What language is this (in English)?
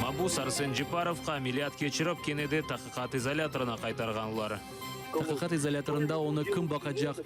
Crimean Tatar